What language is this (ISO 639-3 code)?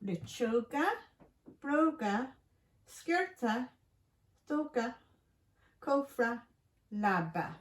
gle